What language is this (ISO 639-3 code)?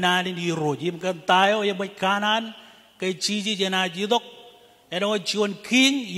mah